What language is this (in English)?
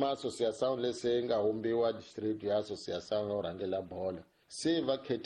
Tsonga